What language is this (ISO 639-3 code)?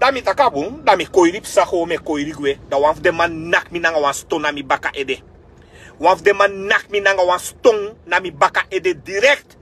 srn